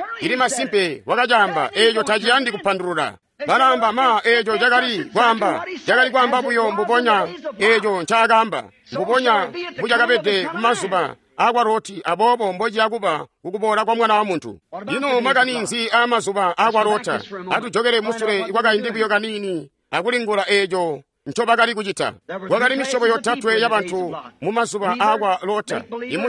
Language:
Tonga (Zambia)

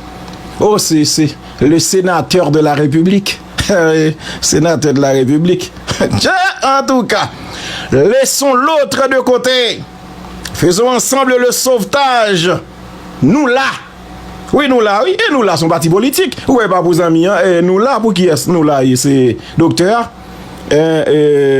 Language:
Haitian Creole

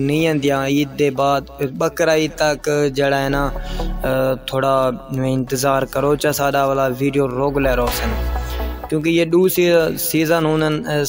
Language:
Saraiki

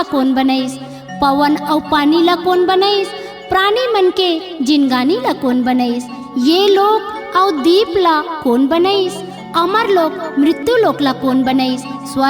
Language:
Chhattisgarhi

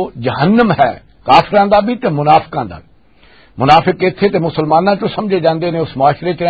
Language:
Western Panjabi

